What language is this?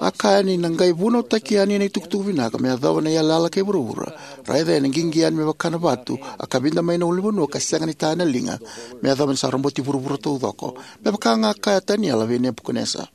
Fijian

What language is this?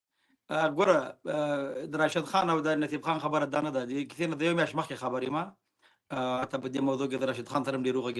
Pashto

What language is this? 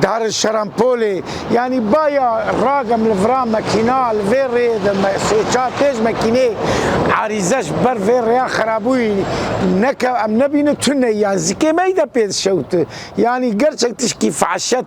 Kurdish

